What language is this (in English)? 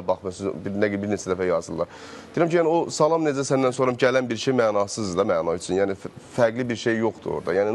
Azerbaijani